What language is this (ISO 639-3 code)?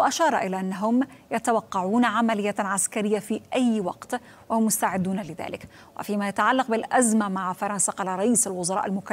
ara